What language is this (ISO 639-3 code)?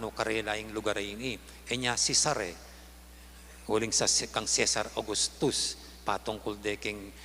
pam